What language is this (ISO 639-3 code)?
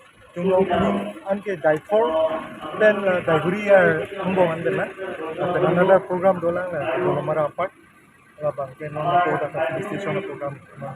mjw